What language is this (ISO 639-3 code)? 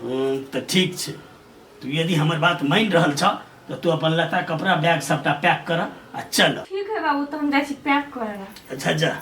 mai